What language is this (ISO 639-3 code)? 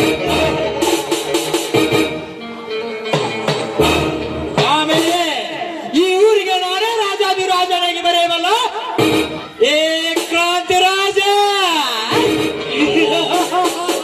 kan